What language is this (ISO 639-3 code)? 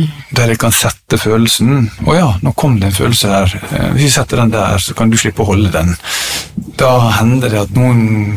nor